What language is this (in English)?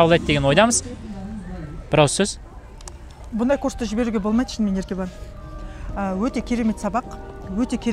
Kazakh